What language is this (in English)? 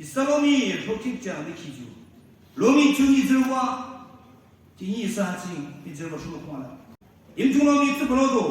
Naga Pidgin